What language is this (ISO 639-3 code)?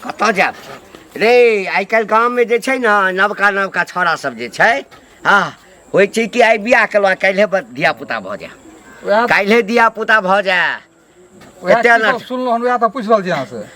mai